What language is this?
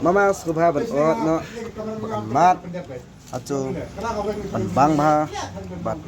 Khasi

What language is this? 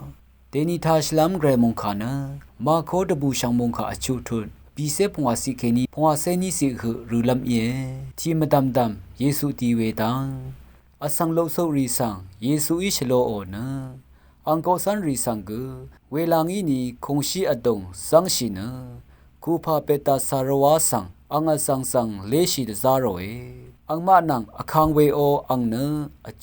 Rawang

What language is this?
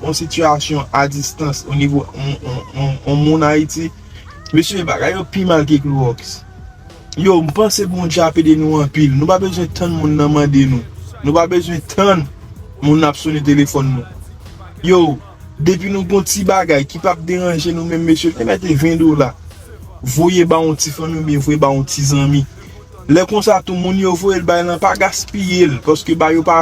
Haitian Creole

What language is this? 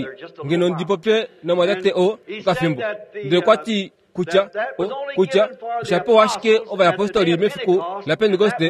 Kuanyama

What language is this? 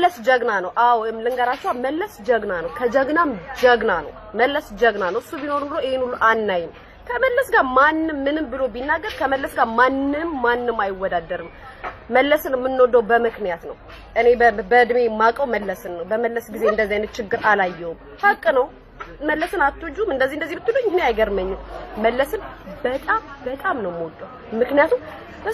Amharic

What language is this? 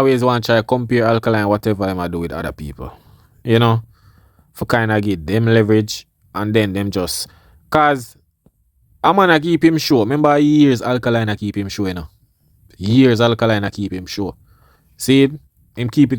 Jamaican Creole English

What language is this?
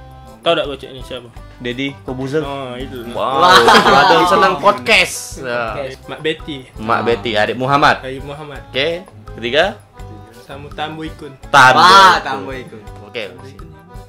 Musi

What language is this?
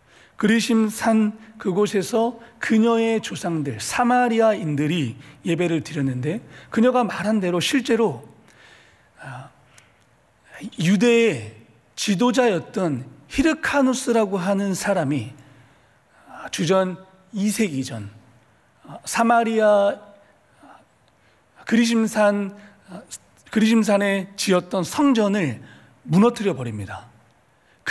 Korean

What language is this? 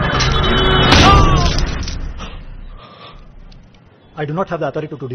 Telugu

